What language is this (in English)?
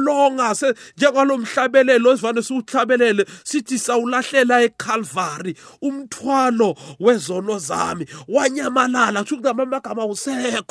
South Ndebele